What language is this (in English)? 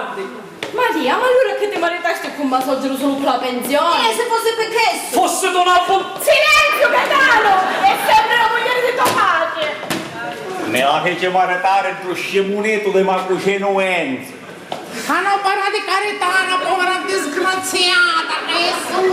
Sicilian